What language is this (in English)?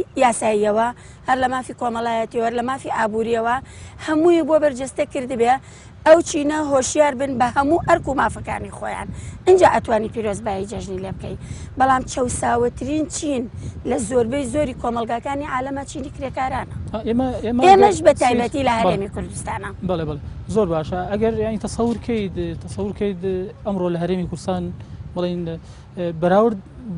Central Kurdish